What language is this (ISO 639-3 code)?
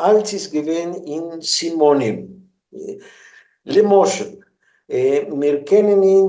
yid